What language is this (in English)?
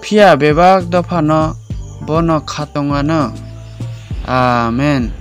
Kok Borok